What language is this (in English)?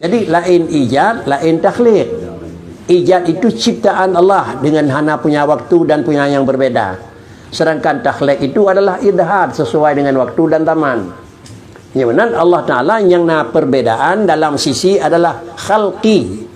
Achinese